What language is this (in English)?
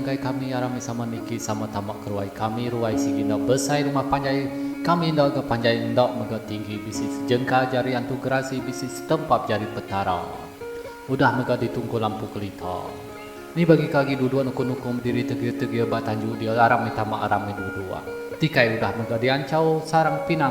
Iban